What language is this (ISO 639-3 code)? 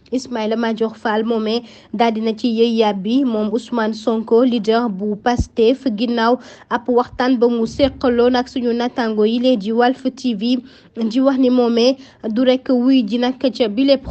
wol